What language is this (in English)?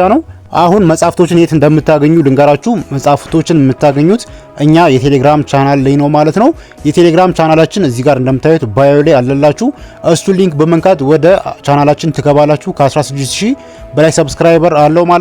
Amharic